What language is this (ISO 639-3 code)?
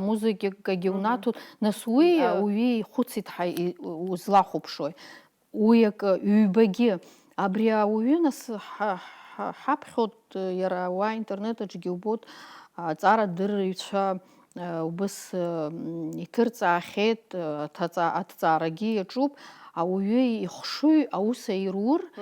abk